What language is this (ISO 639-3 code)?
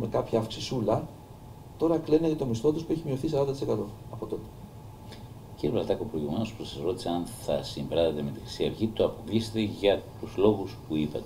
ell